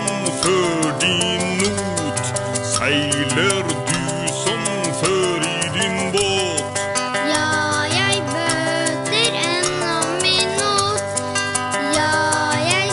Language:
Norwegian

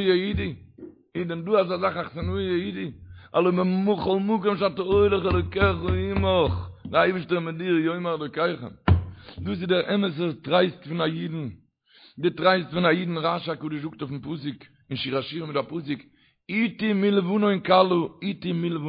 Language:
Yiddish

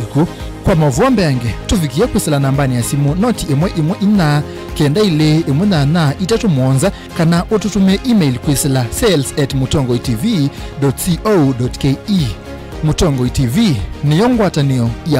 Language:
Kamba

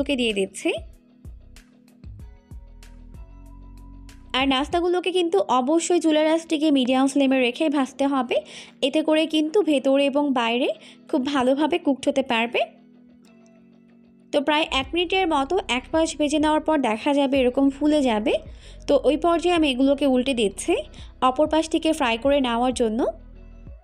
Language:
Bangla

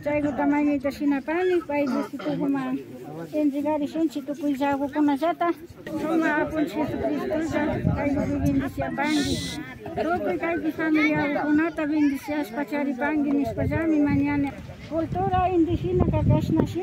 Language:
Imbabura Highland Quichua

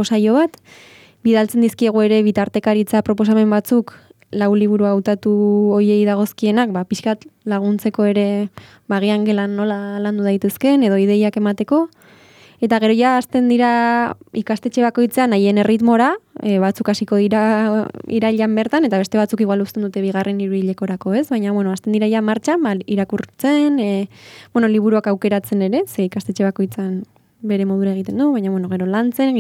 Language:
Basque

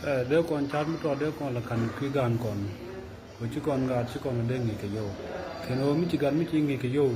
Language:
Nuer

